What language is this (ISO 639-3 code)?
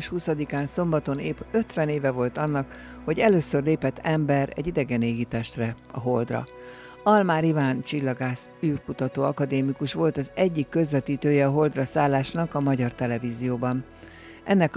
hun